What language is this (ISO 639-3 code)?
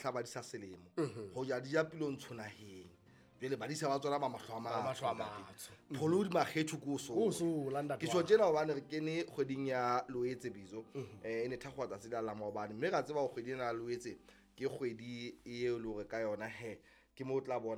sot